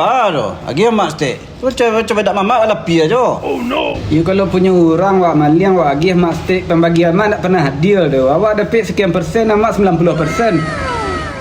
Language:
Minangkabau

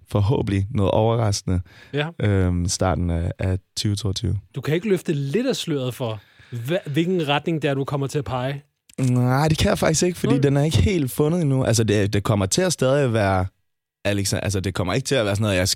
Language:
Danish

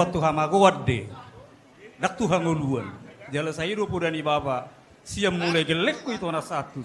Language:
Batak Toba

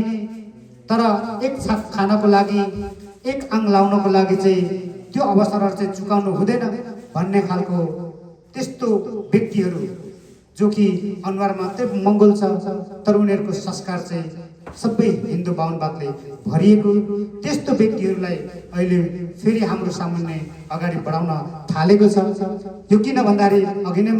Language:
Nepali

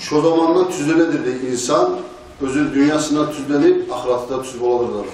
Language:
Kumyk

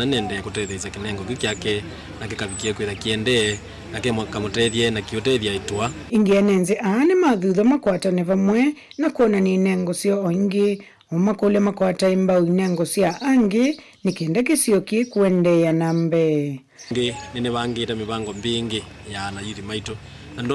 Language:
Kamba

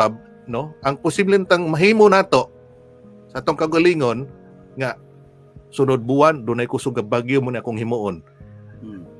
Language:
Cebuano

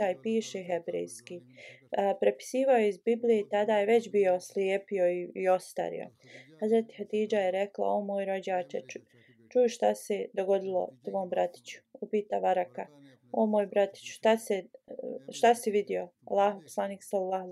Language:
Bosnian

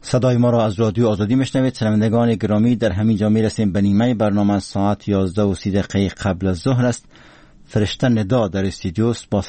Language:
Persian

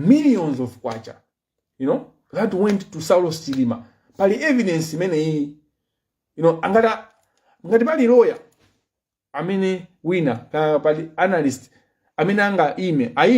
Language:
Nyanja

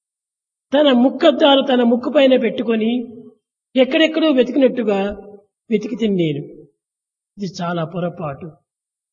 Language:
Telugu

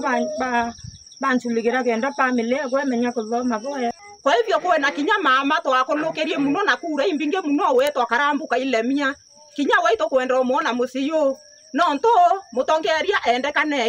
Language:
Meru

